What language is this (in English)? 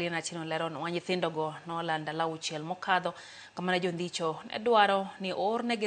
Luo (Kenya and Tanzania)